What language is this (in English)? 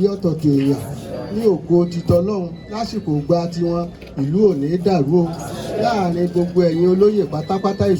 Yoruba